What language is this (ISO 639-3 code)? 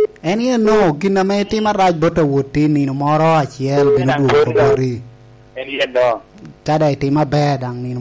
laj